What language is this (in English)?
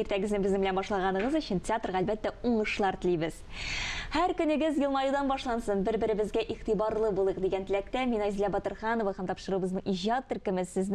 Tatar